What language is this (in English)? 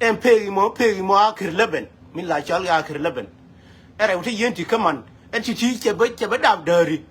Nuer